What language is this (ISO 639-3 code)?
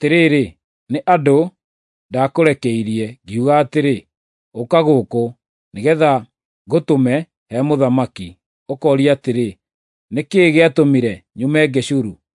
kik